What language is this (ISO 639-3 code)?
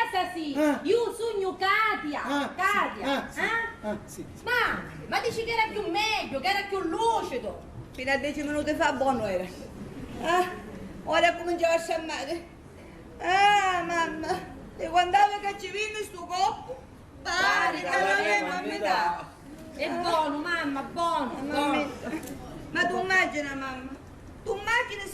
scn